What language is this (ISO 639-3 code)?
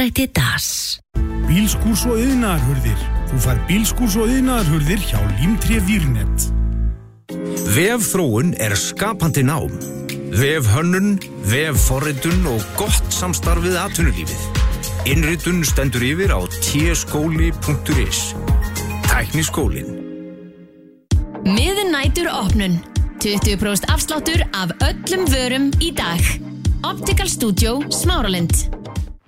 isl